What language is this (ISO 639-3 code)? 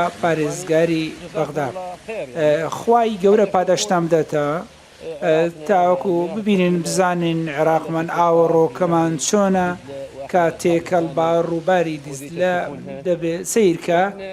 ckb